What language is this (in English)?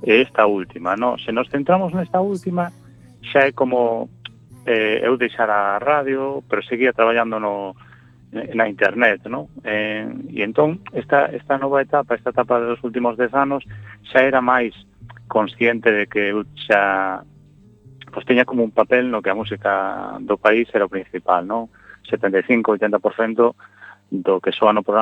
Galician